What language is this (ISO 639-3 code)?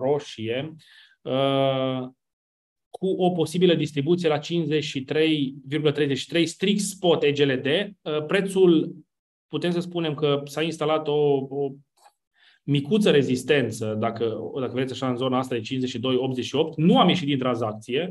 ron